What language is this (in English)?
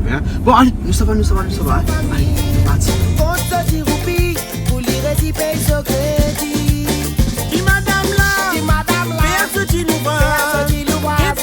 Réunion Creole French